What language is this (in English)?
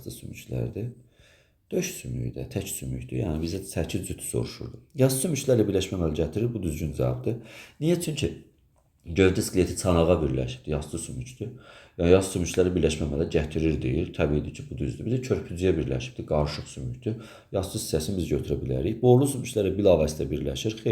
Azerbaijani